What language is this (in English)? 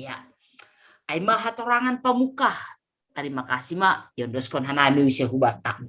Batak Simalungun